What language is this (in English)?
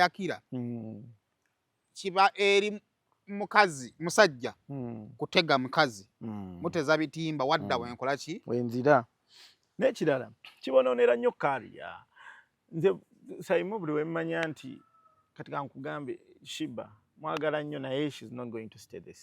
Ganda